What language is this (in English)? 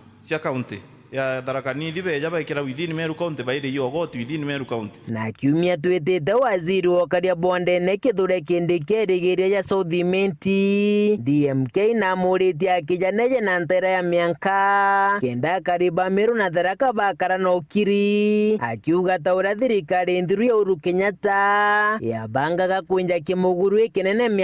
Meru